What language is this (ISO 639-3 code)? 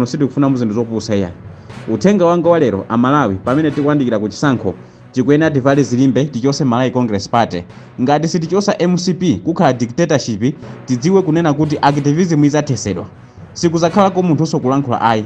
nya